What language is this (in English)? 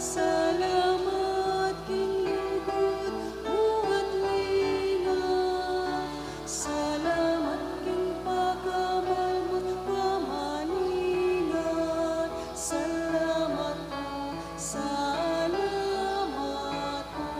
Pampanga